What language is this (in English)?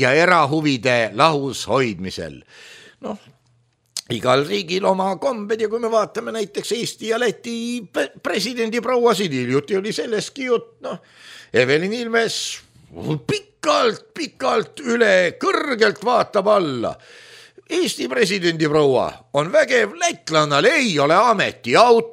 Estonian